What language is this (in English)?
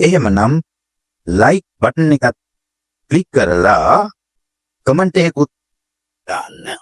Sinhala